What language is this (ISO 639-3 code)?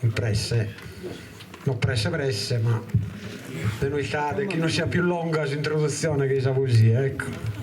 srd